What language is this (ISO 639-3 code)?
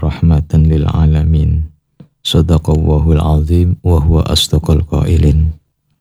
ind